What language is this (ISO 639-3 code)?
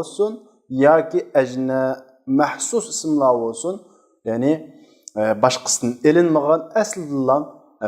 uig